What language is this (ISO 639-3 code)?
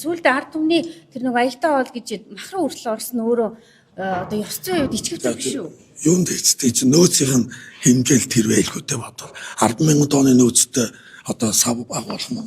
mon